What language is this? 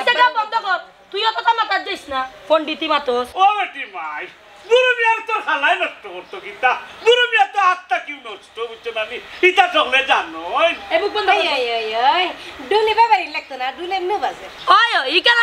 Sylheti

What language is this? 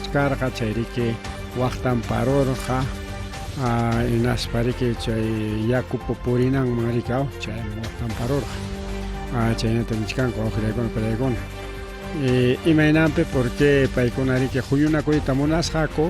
Ayacucho Quechua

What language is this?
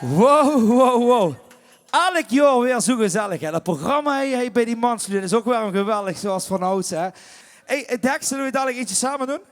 Limburgish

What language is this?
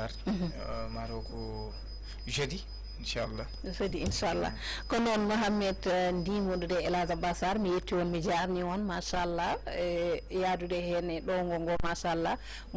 Fula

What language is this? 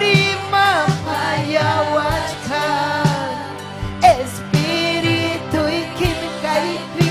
Ayacucho Quechua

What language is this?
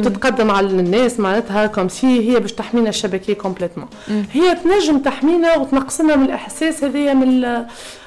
Tunisian Arabic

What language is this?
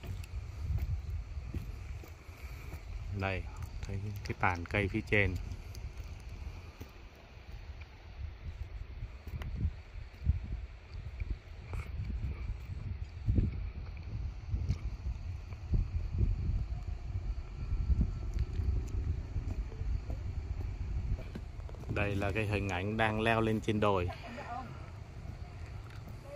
Vietnamese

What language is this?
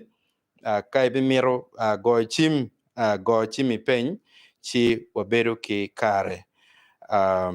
Acoli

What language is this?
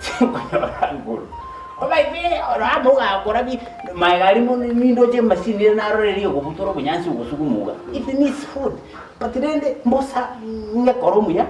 Gusii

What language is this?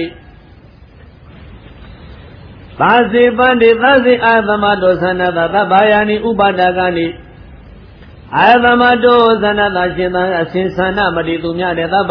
Burmese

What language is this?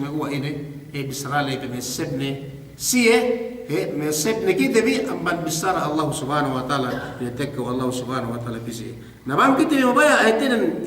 Yakan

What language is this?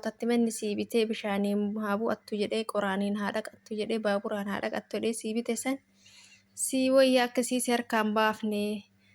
Oromo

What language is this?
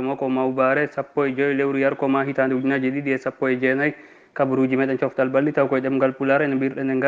Fula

